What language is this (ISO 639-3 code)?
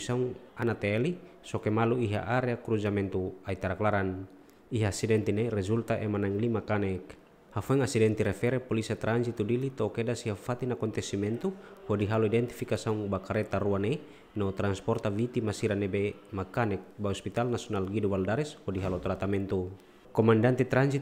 tet